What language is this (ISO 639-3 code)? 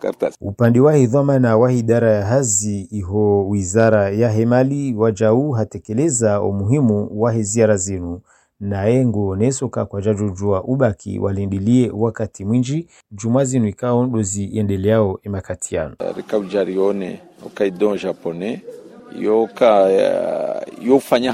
swa